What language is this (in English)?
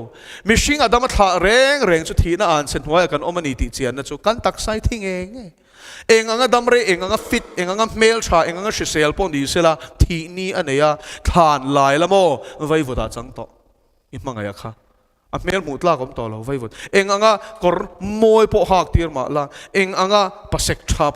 Mizo